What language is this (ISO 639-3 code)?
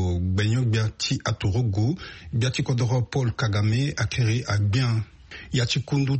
sag